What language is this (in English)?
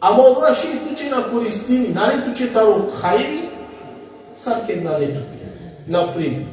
Balkan Romani